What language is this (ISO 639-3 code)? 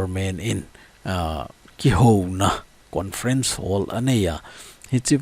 tcz